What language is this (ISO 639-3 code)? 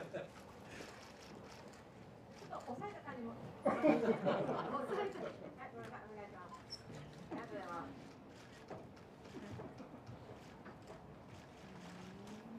jpn